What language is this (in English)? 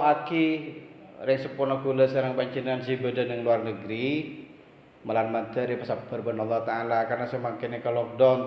Madurese